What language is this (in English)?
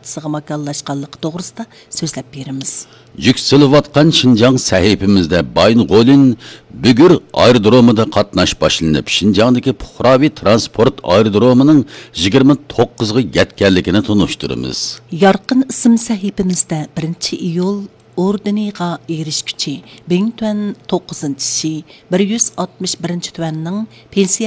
Uyghur